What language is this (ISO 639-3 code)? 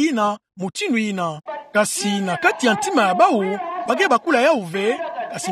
ktu